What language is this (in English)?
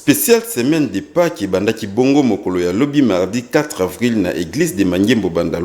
Lingala